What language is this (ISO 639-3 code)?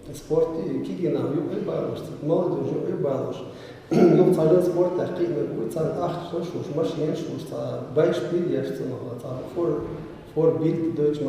che